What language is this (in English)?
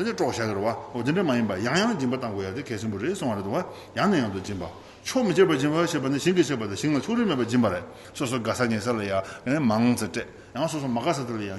Tibetan